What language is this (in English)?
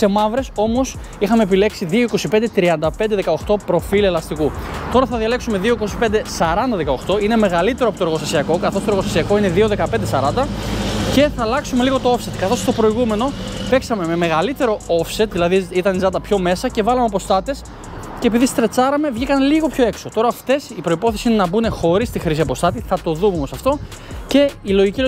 Greek